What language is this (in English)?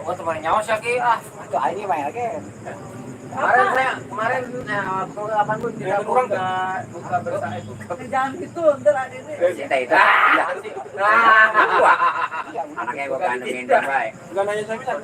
Betawi